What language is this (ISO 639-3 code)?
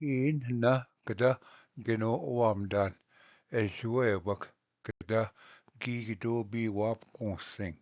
oji